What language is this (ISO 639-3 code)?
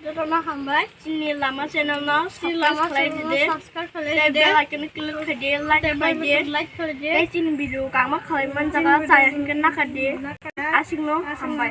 trp